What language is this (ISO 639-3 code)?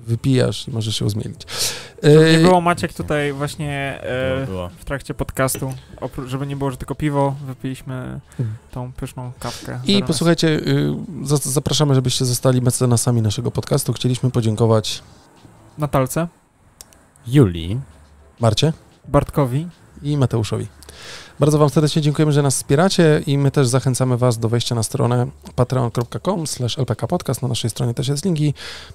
pol